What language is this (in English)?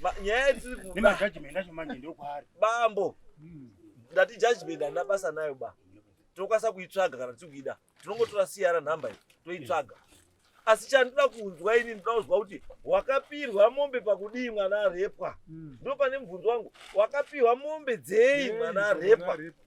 Shona